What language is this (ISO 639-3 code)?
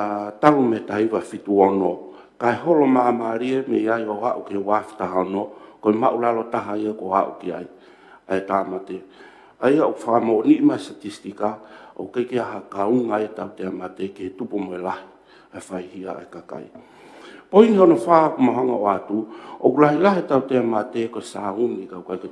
ton